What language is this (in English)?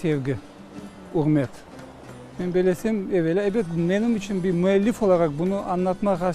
Crimean Tatar